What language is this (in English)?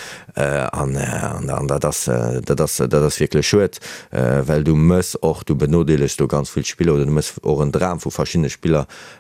Luxembourgish